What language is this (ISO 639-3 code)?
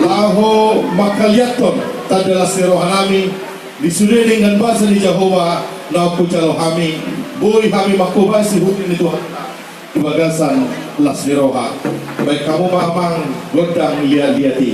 bbc